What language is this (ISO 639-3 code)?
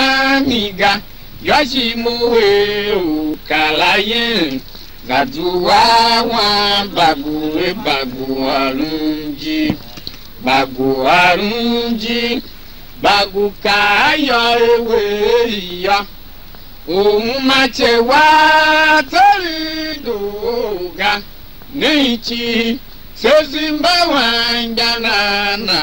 tiv